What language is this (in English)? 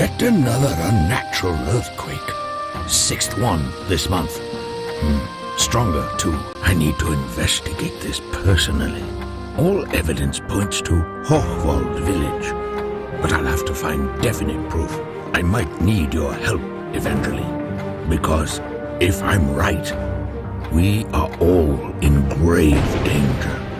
English